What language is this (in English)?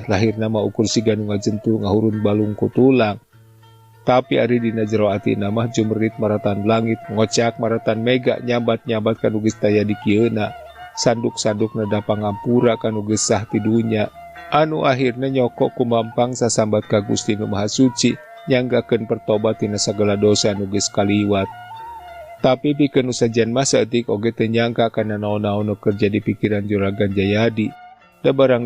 Sundanese